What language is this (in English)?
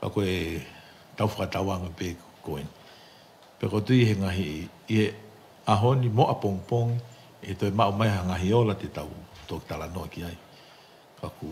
Tongan